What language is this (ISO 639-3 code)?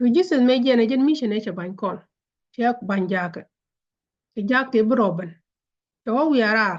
nus